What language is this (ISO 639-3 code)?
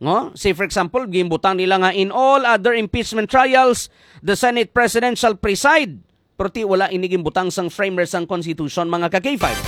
hil